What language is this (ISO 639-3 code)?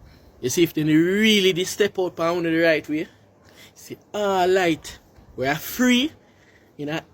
jam